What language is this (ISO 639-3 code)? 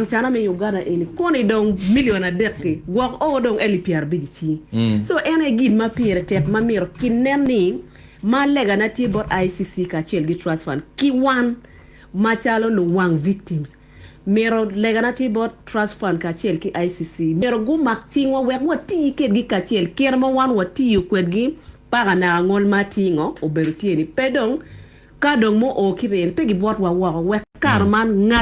ach